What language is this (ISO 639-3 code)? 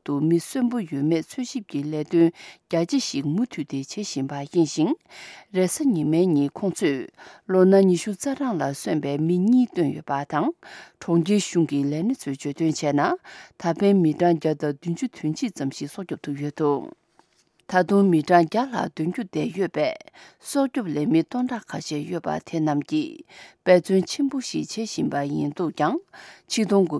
bod